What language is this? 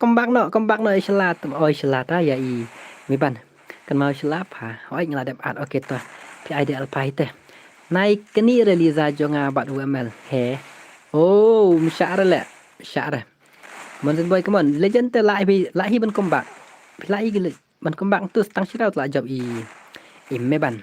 Khasi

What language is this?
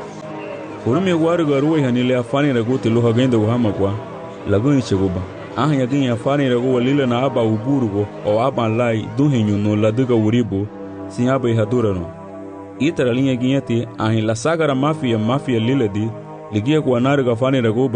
Garifuna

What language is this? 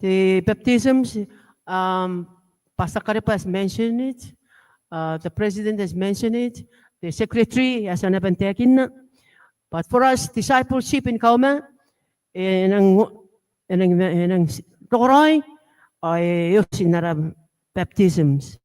Gilbertese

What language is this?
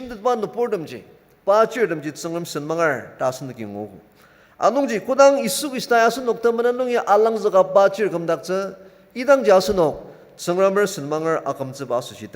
Ao Naga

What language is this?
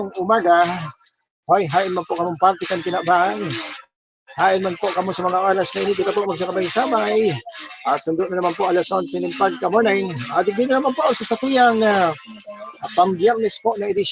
Bikol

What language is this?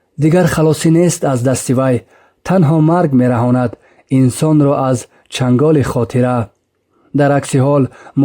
Tajik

